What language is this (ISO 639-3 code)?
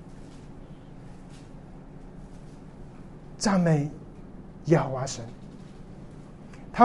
zho